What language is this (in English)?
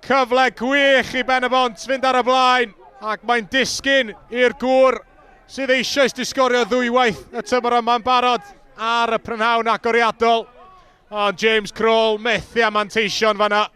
Welsh